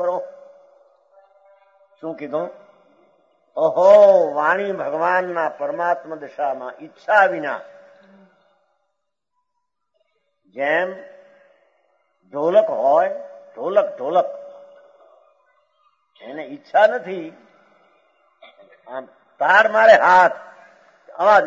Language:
Gujarati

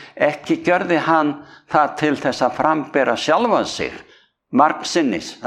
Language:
Icelandic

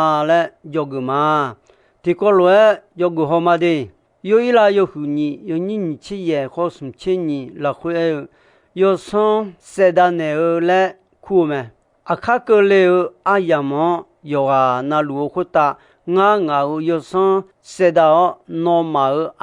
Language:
Akha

